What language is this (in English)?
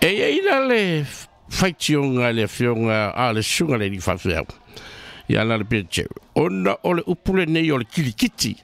Samoan